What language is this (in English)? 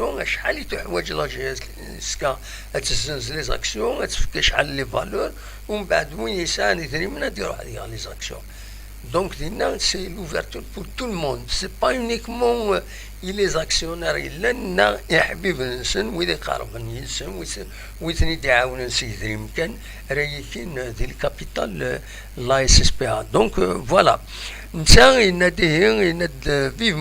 Kabyle